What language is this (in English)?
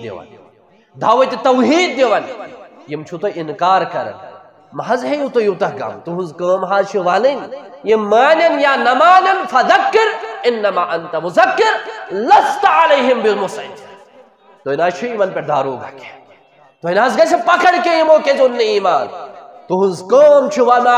Kashmiri